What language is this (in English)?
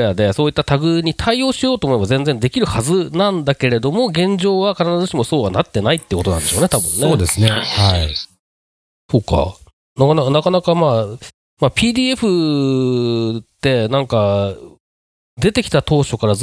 Japanese